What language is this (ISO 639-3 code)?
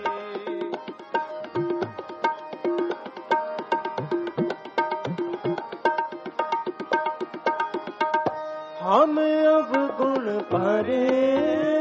pan